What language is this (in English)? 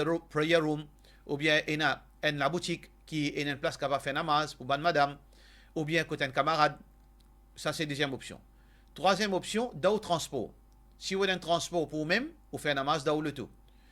Morisyen